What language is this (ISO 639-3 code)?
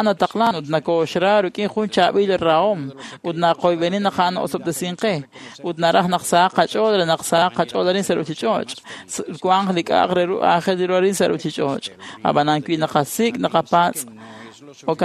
kek